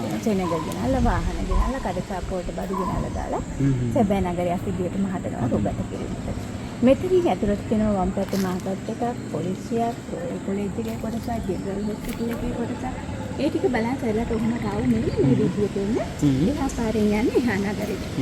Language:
Sinhala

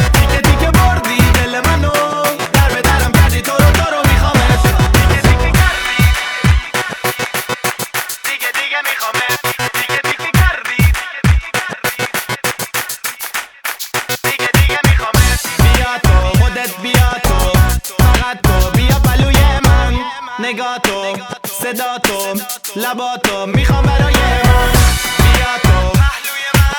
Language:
Persian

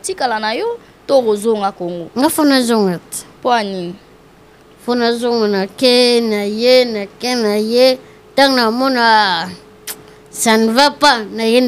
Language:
Lingala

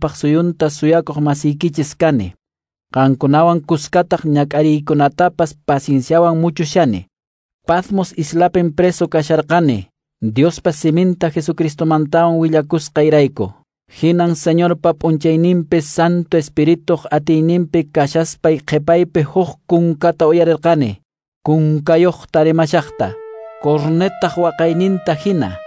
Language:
Quechua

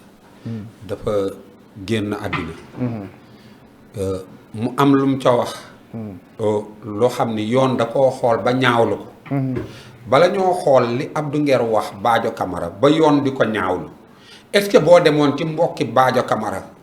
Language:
Wolof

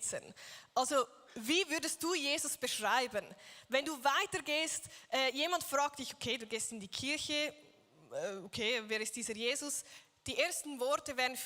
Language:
Swiss German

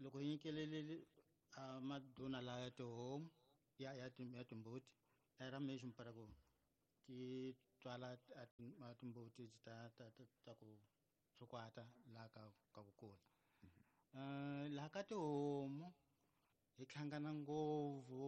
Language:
Tsonga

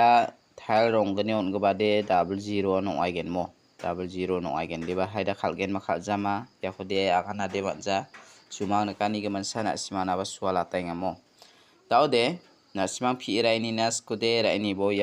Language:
Garo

